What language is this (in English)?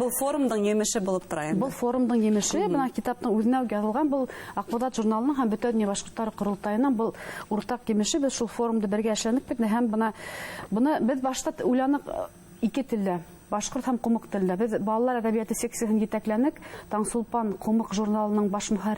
Bashkir